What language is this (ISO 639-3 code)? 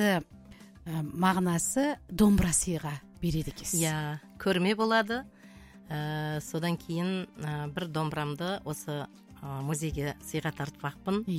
kaz